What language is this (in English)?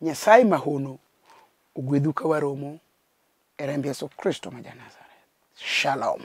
Luo (Kenya and Tanzania)